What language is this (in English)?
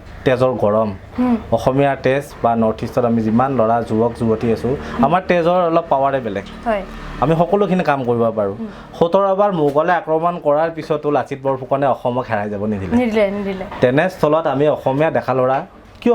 Assamese